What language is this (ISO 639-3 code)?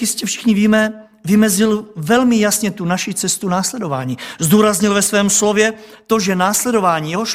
ces